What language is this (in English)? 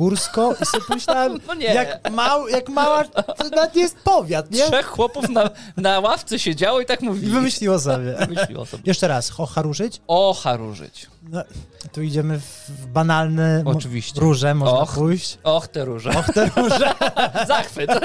Polish